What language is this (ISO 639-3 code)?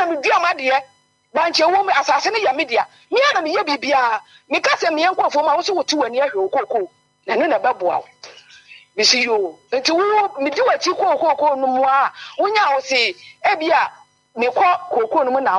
aka